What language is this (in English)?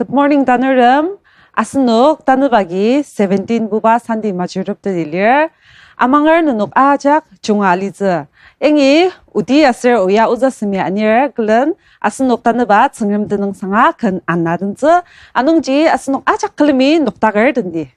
Ao Naga